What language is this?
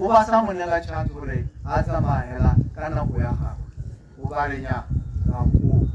Tswana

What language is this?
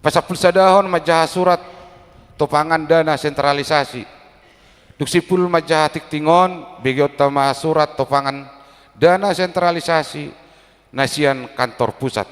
Batak Toba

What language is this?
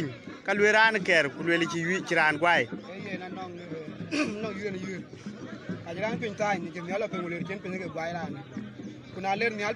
Dinka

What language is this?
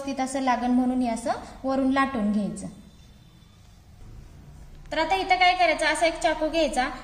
Marathi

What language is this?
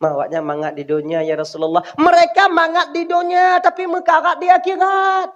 Achinese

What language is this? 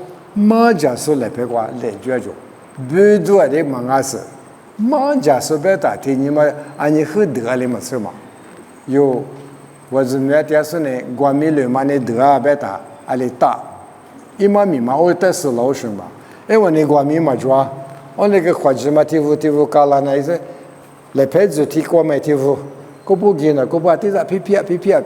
Lisu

